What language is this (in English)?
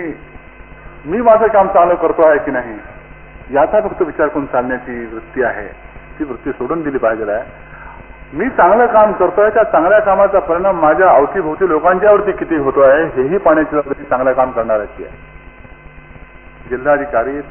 Marathi